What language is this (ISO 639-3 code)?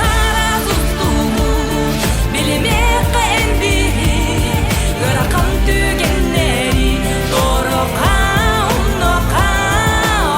sah